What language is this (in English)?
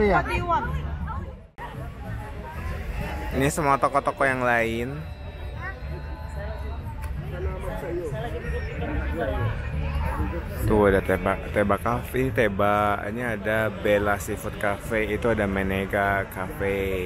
Indonesian